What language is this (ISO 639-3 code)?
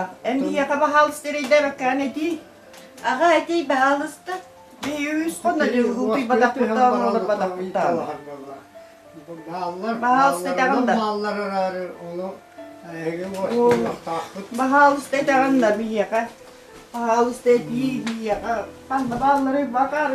sah